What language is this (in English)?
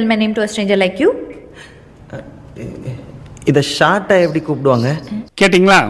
Tamil